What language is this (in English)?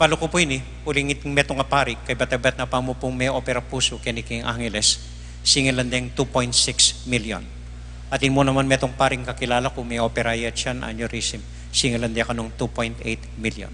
Pampanga